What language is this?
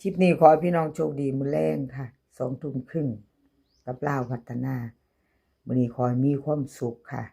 Northeastern Thai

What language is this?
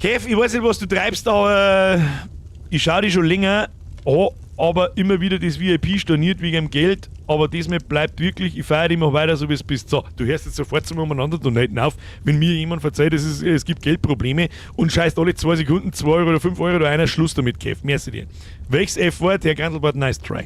Bavarian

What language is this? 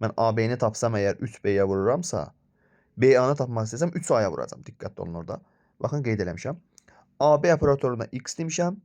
Azerbaijani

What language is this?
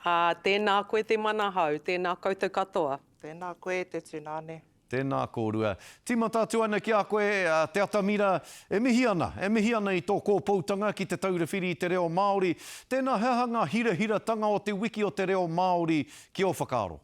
Māori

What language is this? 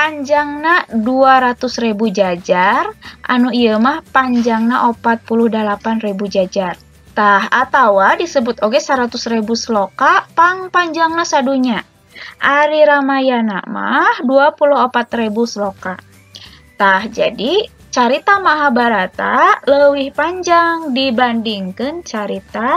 Sundanese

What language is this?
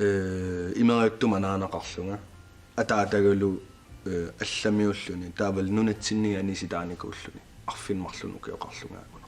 Kalaallisut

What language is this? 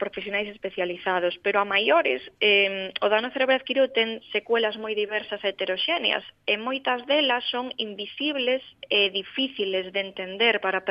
Galician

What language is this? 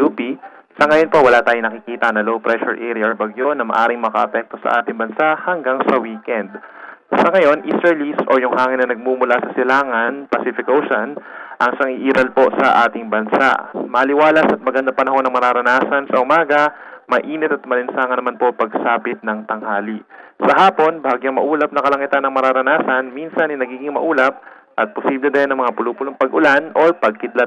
Filipino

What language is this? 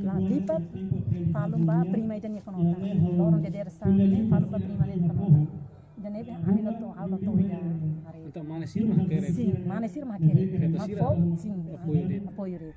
Tetum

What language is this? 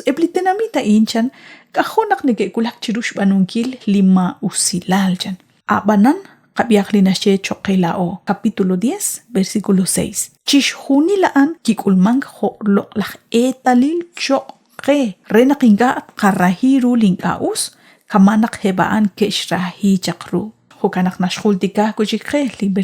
Kekchí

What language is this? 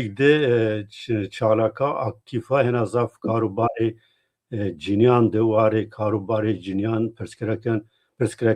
Zaza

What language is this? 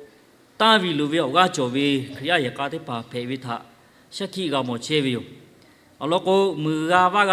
Lahu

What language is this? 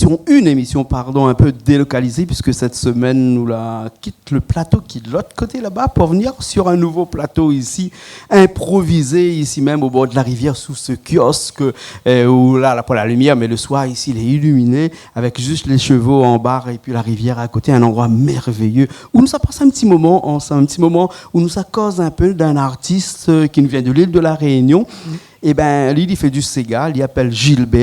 Réunion Creole French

